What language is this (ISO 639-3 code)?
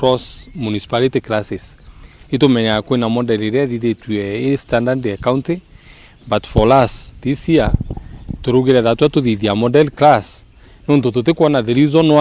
mer